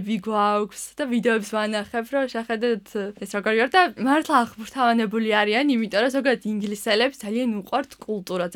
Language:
Georgian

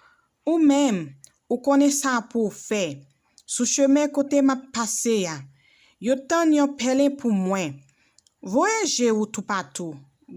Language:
Haitian Creole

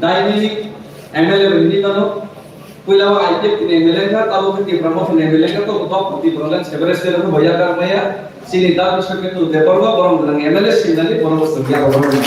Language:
Kok Borok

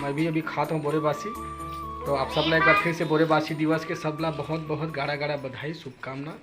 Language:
Chhattisgarhi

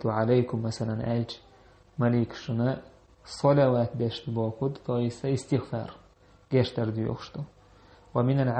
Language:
Chechen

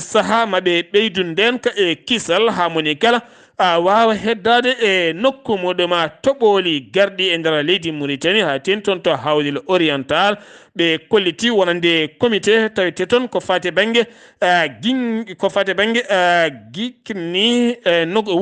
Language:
Fula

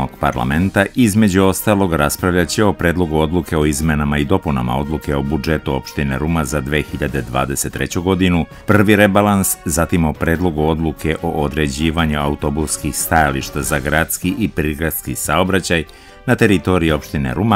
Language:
Serbian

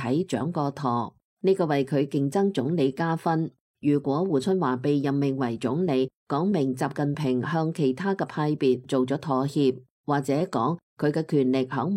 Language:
Cantonese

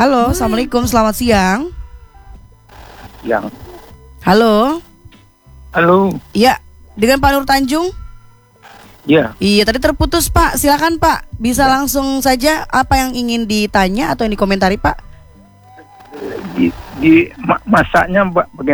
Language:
Indonesian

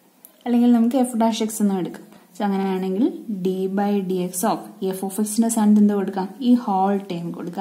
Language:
Malayalam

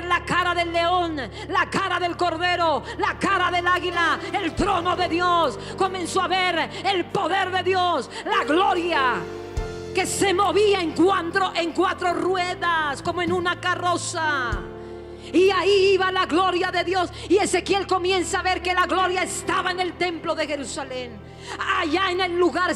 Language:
Spanish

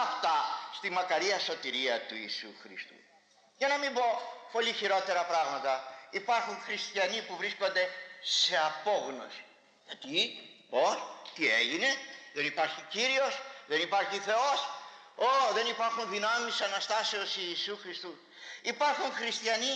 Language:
Greek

